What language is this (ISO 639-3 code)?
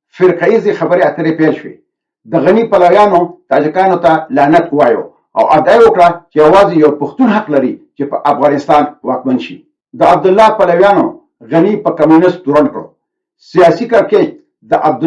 pus